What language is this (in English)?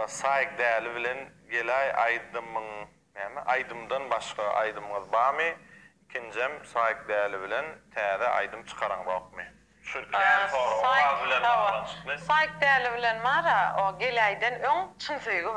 Turkmen